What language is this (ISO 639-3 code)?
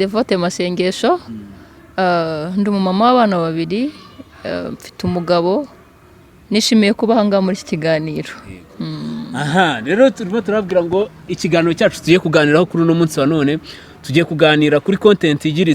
kin